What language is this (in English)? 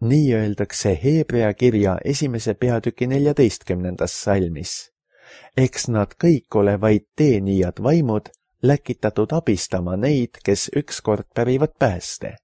Estonian